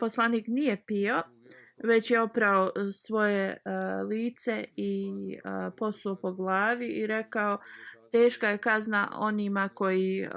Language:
Bosnian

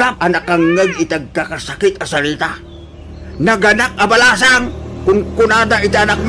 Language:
Iloko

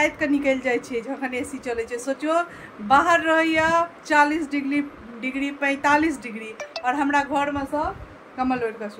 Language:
Maithili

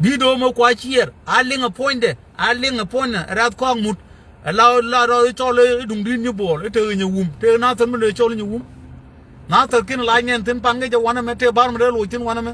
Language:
Nuer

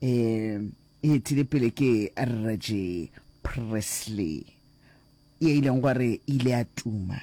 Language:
Northern Sotho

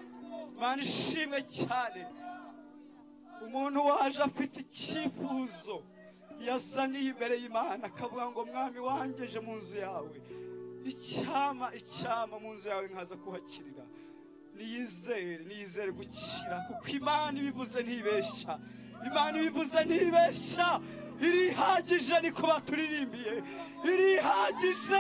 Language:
Kinyarwanda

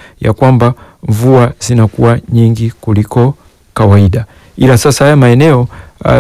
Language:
Swahili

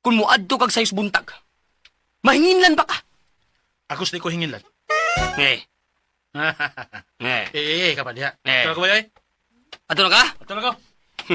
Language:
Cebuano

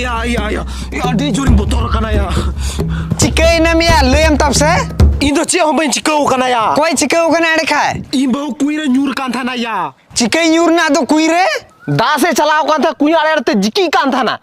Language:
Santali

